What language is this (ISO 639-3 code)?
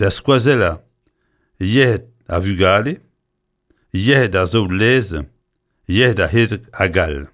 bre